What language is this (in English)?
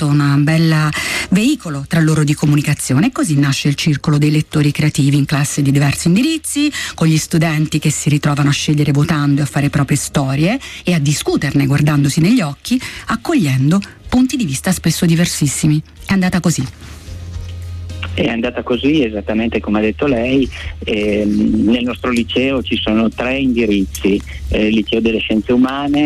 Italian